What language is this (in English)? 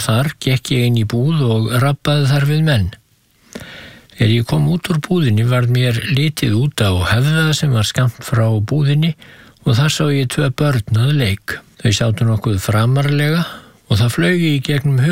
Icelandic